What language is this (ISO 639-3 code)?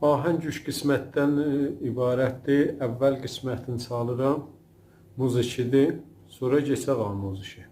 azb